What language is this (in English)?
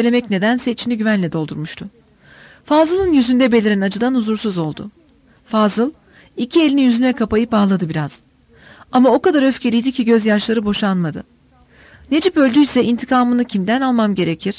Turkish